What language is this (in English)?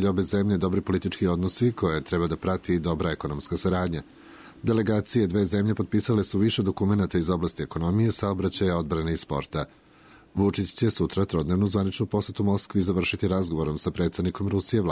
Serbian